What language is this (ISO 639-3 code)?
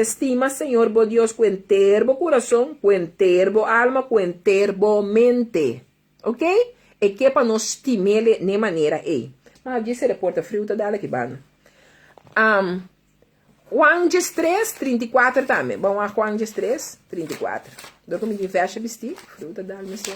pap